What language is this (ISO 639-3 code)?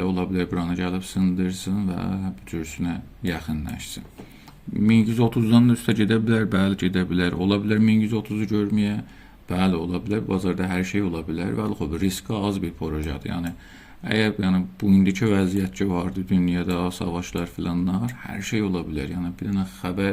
azb